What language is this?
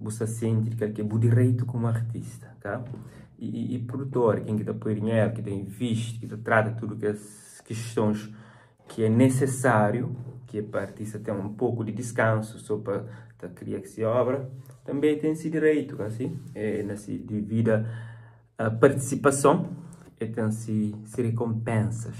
Kabuverdianu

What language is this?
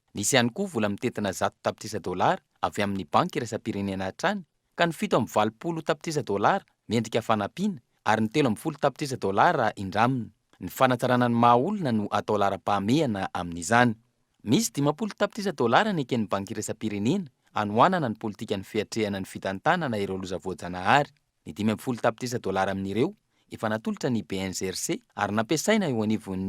Malagasy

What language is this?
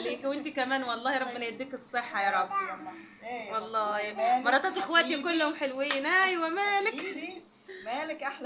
Egyptian Arabic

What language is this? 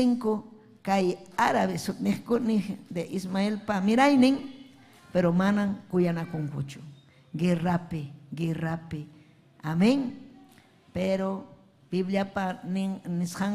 Ayacucho Quechua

